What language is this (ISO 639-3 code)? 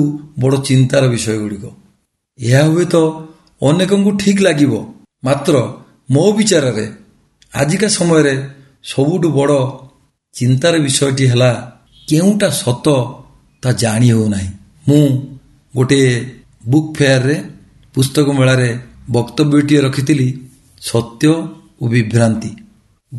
ori